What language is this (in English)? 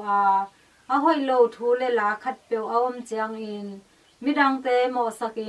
Tedim Chin